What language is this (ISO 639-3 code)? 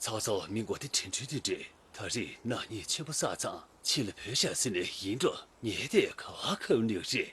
bod